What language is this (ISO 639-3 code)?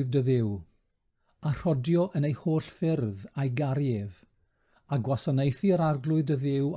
cym